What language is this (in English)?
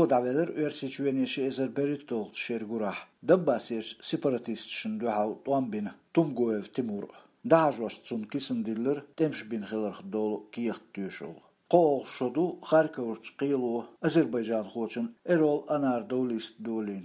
Chechen